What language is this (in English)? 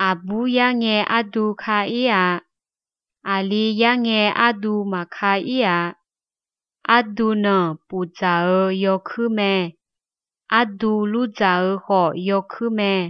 Akha